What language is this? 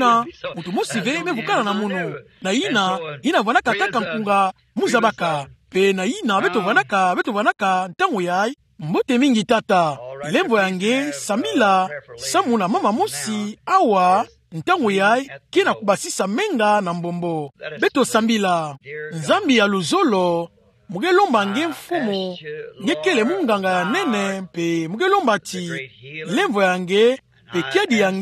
Kituba (Democratic Republic of Congo)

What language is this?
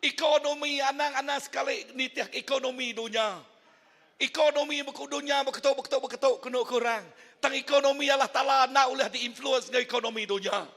Iban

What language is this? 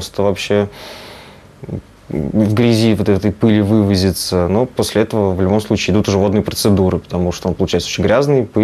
Russian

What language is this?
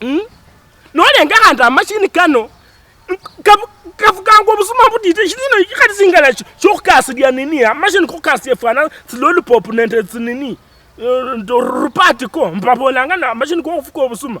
Luyia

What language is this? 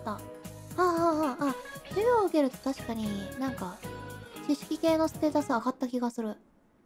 Japanese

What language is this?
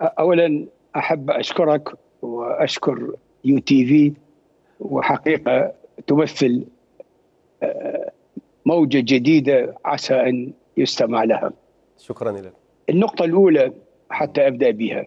Mesopotamian Arabic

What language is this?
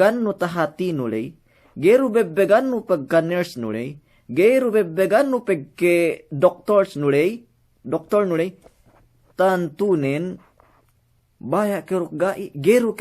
Yakan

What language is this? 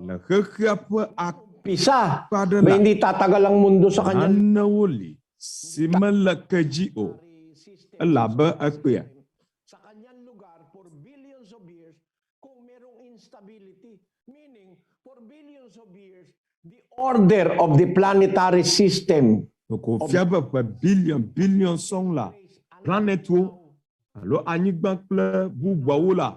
Ewe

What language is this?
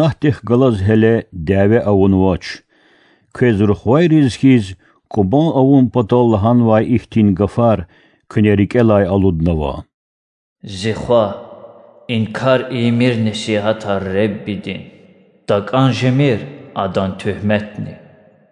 Lezghian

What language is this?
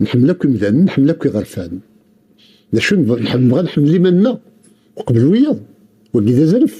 Kabyle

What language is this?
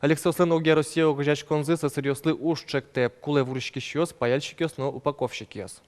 Udmurt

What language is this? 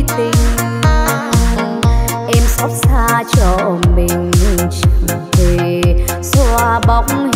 Vietnamese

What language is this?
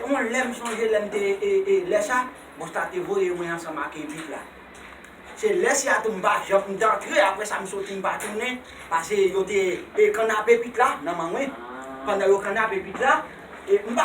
Haitian Creole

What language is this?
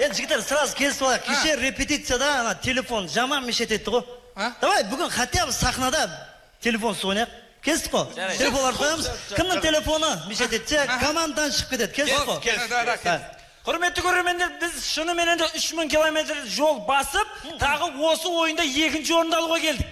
Kara-Kalpak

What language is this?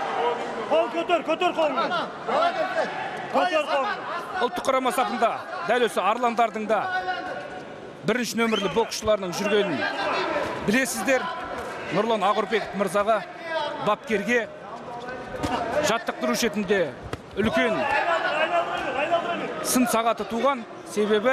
Kazakh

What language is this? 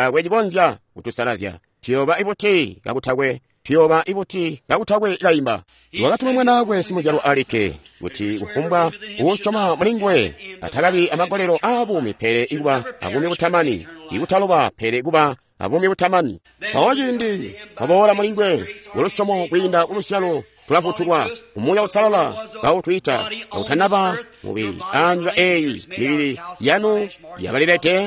Tonga (Zambia)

